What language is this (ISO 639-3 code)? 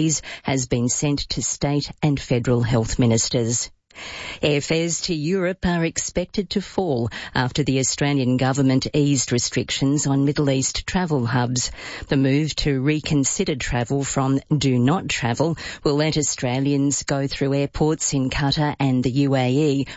eng